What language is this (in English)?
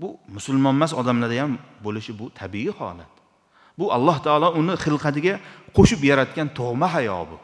Uzbek